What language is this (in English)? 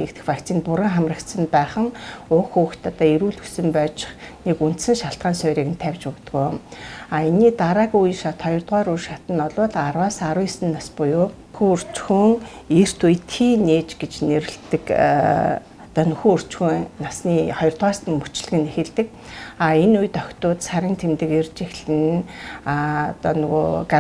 Mongolian